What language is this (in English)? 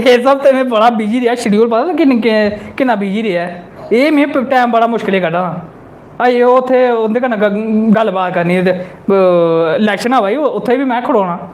Dogri